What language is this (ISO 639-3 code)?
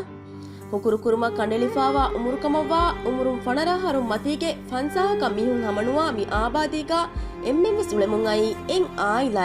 div